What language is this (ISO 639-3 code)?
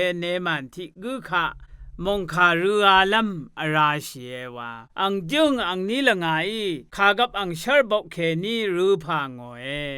raw